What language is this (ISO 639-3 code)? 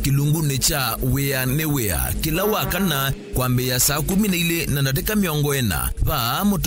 kam